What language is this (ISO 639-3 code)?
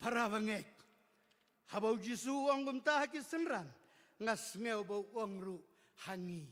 kha